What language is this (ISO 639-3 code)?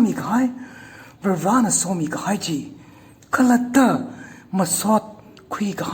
nmf